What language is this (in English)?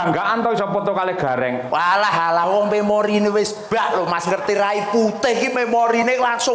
Javanese